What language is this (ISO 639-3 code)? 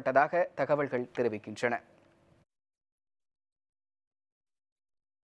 tam